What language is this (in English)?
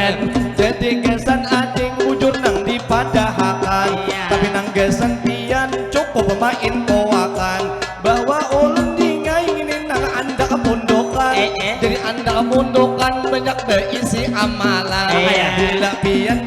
Banjar